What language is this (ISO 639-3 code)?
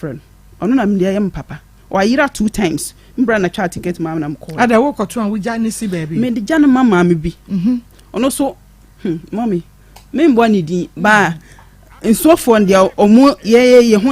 aka